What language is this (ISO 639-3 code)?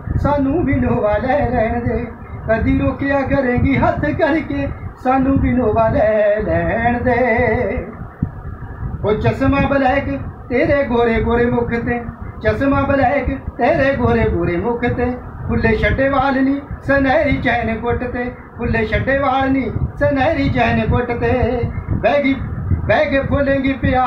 pan